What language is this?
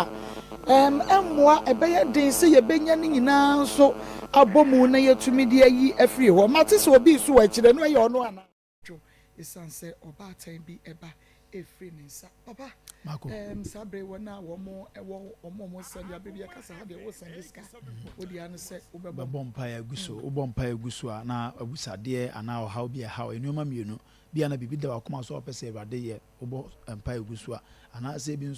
Akan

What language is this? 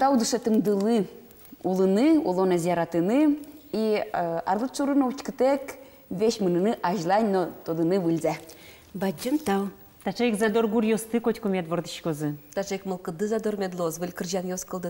Udmurt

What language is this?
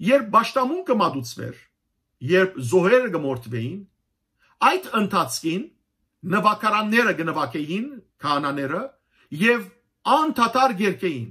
Western Armenian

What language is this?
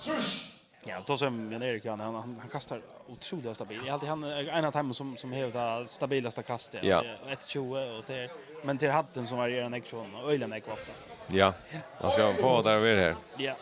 Faroese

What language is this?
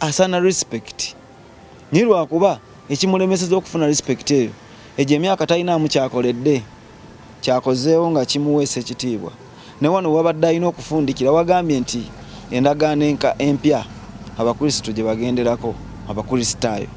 Ganda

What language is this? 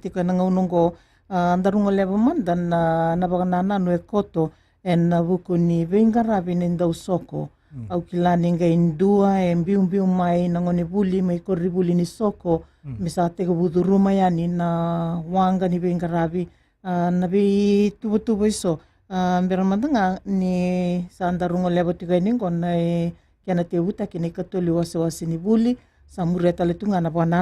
Fijian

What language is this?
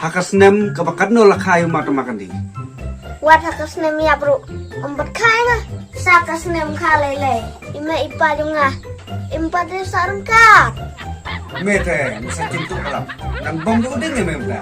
Khasi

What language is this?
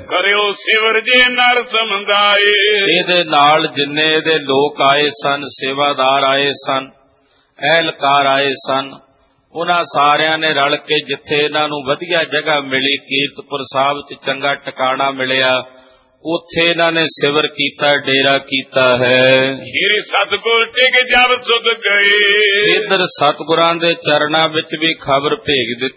Punjabi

